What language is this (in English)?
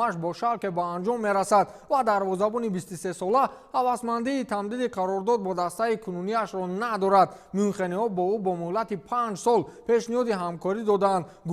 Tajik